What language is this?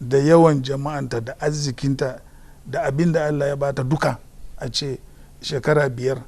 Hausa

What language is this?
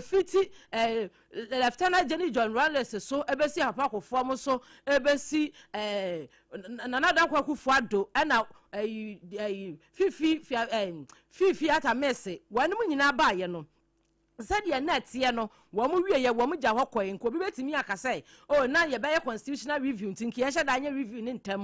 Akan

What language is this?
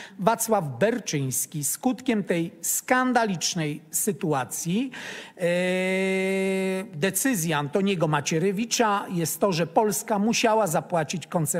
Polish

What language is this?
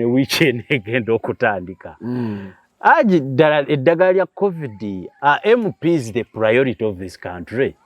Ganda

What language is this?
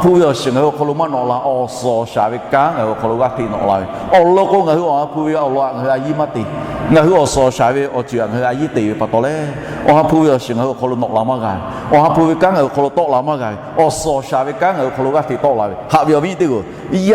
Lahu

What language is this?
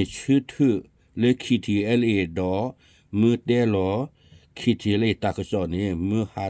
S'gaw Karen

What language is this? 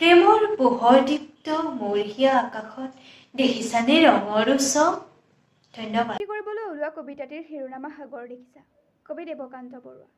Assamese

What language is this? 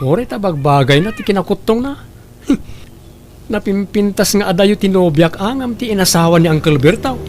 Iloko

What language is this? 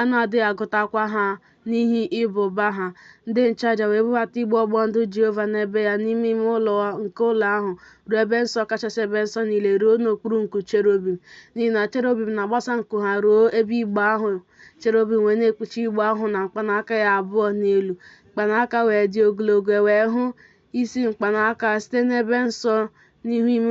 Igbo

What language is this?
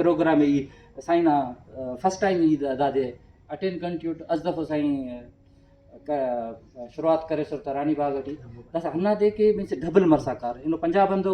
Brahui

